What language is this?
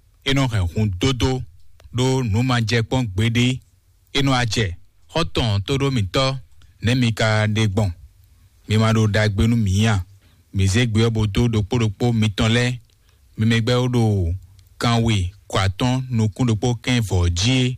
Fon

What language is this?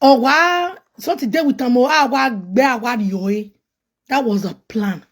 Nigerian Pidgin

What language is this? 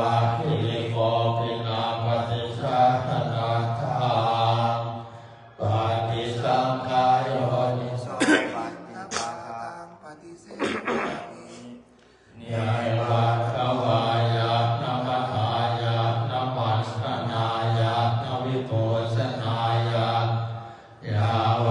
Pali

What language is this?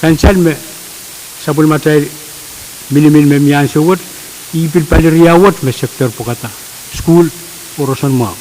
Pohnpeian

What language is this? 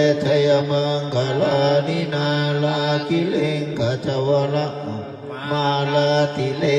Pali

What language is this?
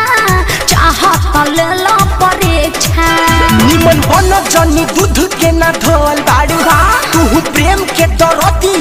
Bhojpuri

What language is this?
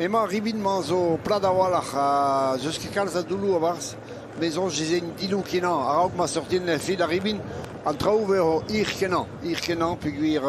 Breton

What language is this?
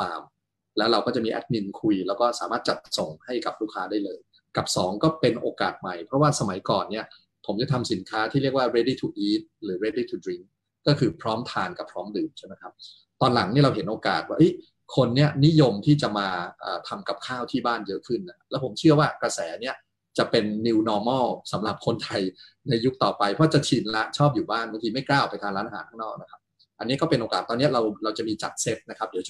Thai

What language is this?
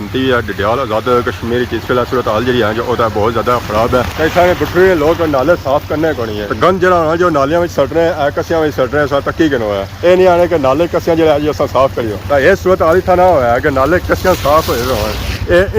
Pahari-Potwari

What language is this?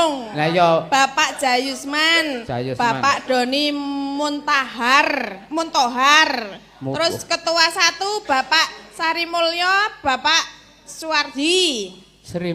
Javanese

